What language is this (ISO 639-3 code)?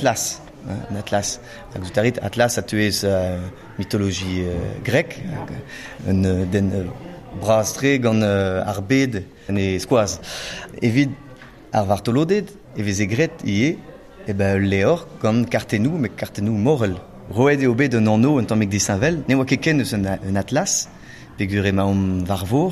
bre